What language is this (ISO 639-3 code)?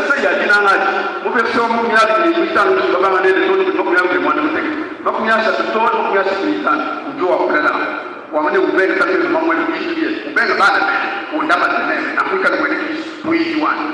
lua